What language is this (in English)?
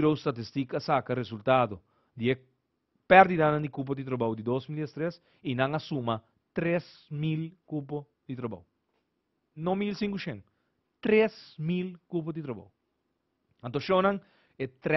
Papiamento